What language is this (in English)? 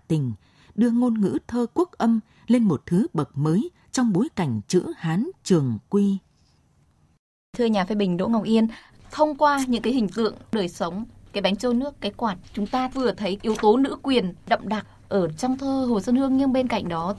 Vietnamese